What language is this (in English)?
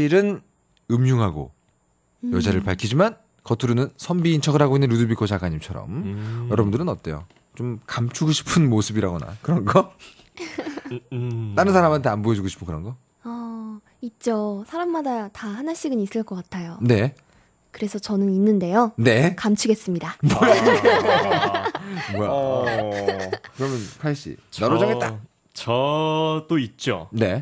Korean